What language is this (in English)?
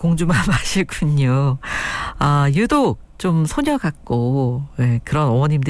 Korean